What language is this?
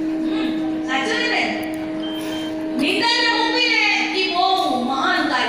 Gujarati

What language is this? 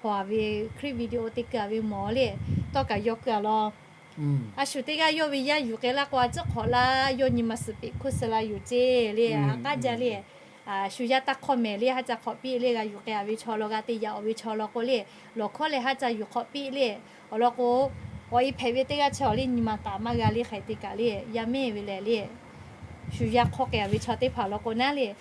Lahu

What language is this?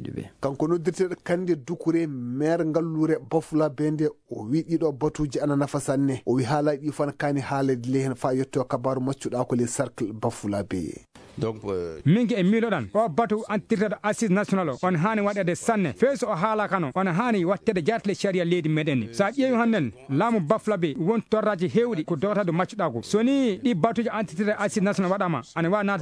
Fula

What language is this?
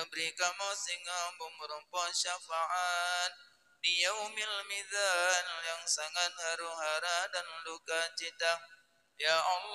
Achinese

